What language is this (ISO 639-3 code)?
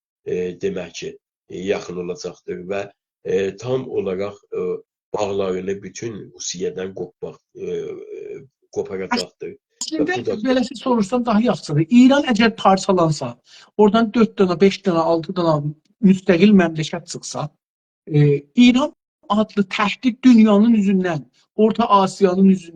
azb